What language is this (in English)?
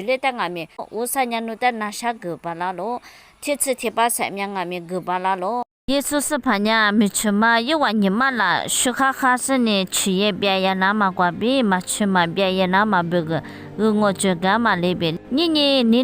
Lisu